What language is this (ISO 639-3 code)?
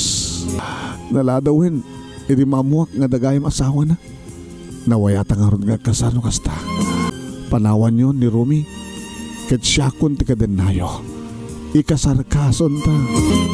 ilo